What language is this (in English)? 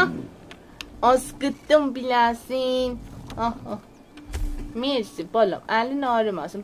South Azerbaijani